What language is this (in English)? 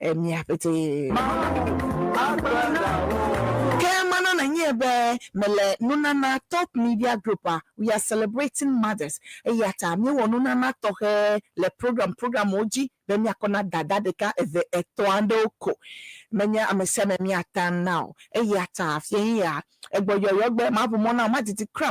Ewe